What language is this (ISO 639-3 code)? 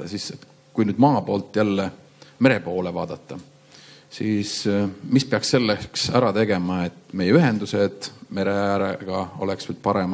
est